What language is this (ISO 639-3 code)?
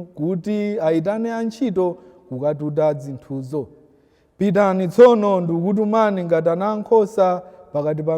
nya